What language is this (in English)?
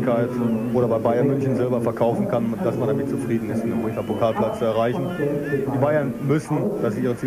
German